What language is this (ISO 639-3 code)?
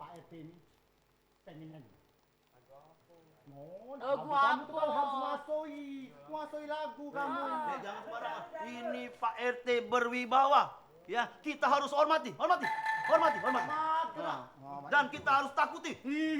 mui